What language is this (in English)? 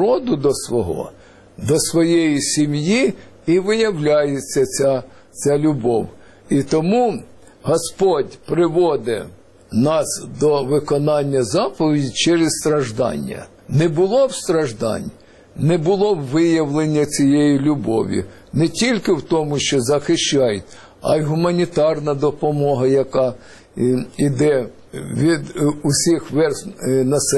Ukrainian